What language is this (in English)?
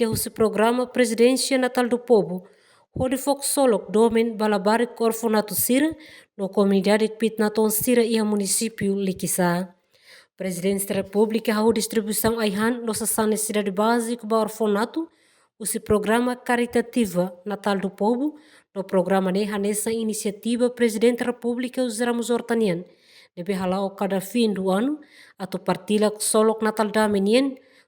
Tetum